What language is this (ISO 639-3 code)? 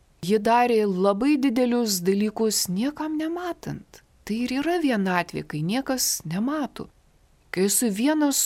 lit